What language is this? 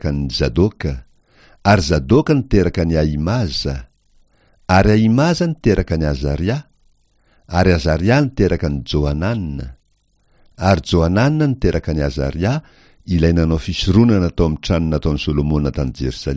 Malagasy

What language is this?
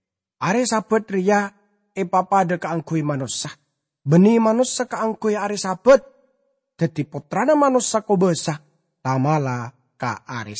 Madurese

